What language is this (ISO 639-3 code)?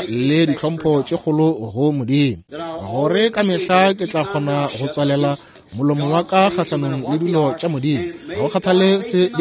nso